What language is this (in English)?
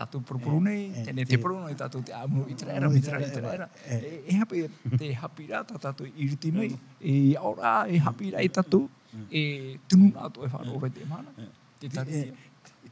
Tahitian